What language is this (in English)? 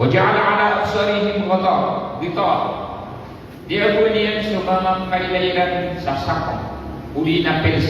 Maranao